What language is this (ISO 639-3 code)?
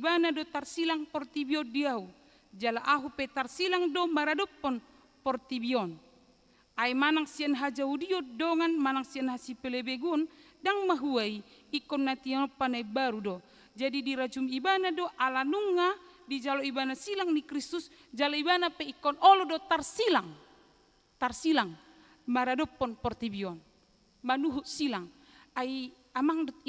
bbc